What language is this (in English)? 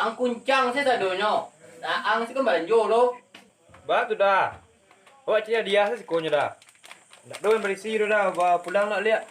Minangkabau